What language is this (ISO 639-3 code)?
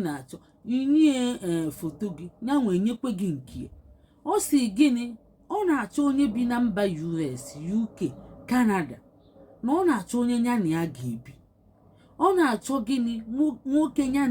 ibo